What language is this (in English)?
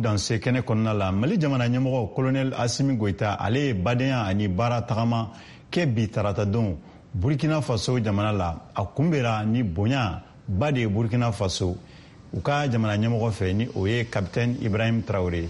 Bambara